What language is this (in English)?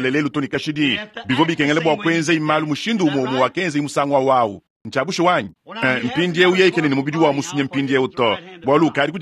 Luba-Lulua